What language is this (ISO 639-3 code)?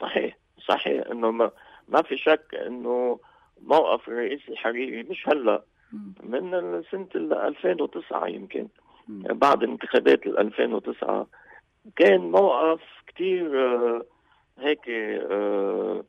apc